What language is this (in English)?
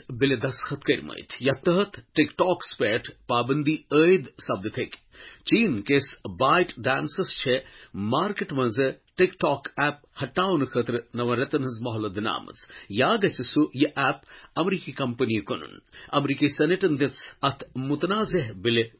Kashmiri